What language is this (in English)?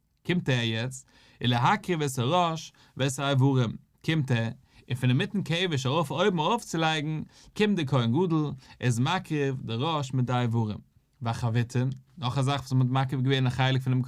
Yiddish